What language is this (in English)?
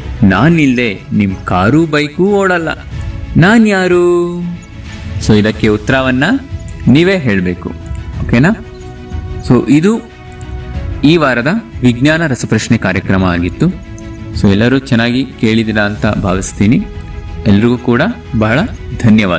Kannada